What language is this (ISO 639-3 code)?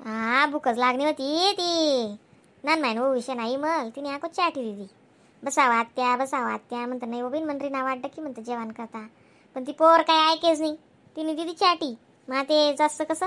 khn